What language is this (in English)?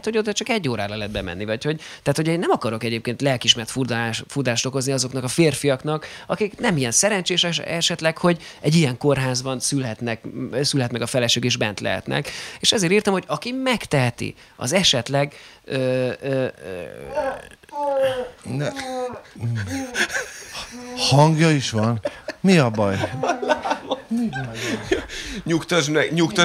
Hungarian